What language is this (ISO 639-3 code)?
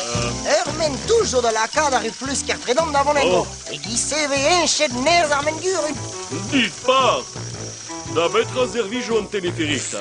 bre